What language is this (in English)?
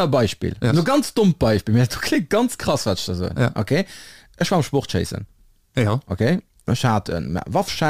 Luxembourgish